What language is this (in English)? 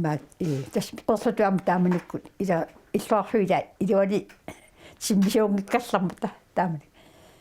Kalaallisut